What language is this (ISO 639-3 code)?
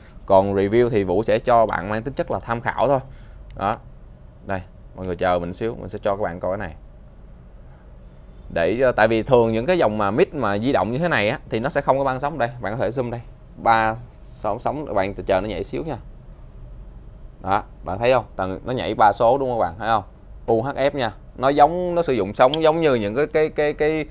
vie